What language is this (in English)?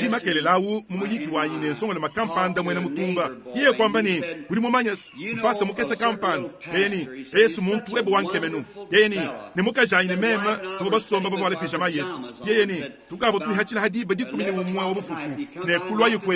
Luba-Lulua